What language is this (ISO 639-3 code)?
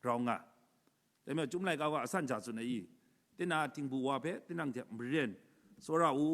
kac